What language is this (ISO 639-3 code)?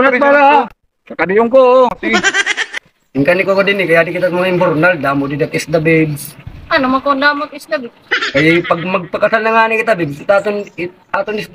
war